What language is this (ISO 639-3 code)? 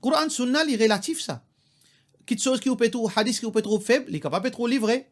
mfe